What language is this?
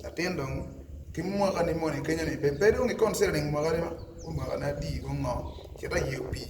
Acoli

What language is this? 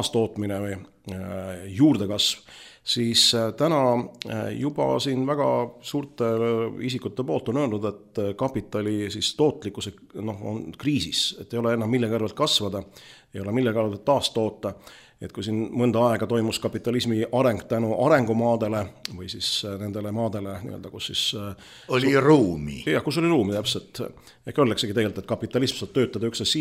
Estonian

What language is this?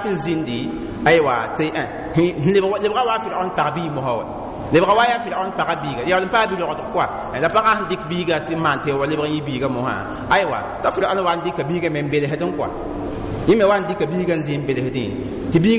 Mossi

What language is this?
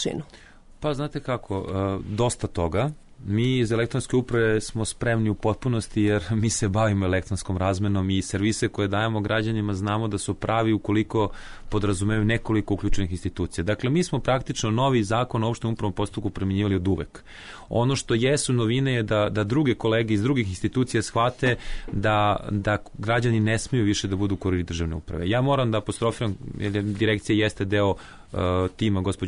Serbian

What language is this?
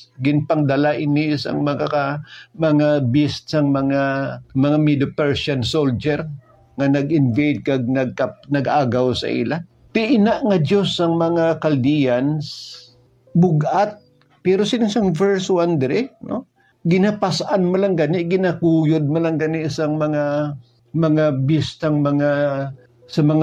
Hiligaynon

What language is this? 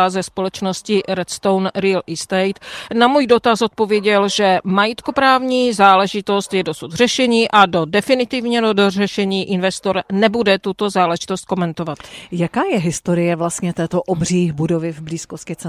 Czech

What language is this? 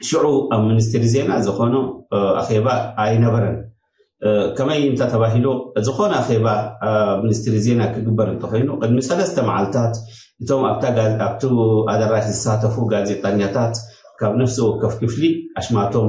Tigrinya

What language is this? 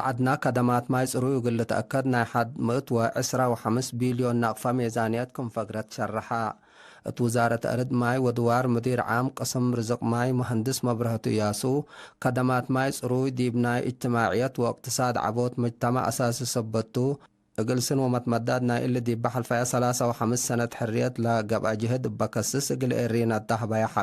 Tigre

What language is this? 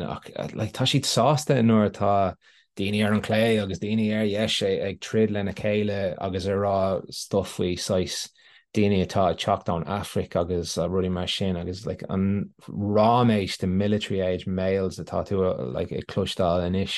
Irish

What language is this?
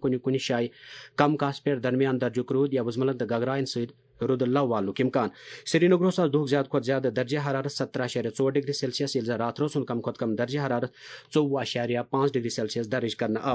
Kashmiri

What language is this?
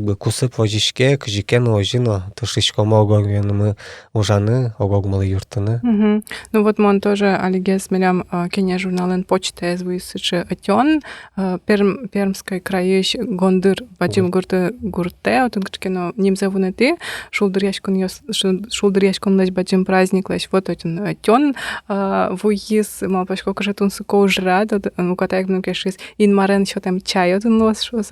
Udmurt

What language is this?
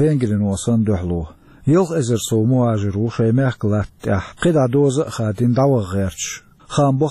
Chechen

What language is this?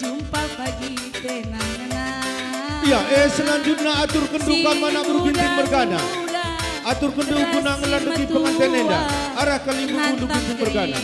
Batak Karo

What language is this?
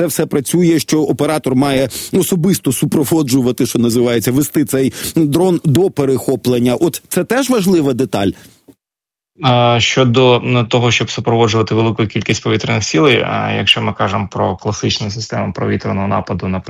Ukrainian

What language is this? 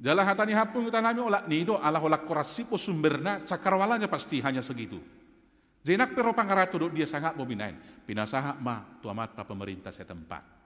Batak Toba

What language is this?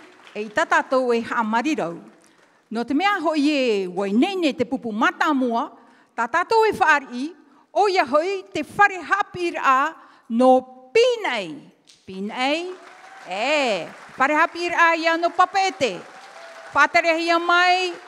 Tahitian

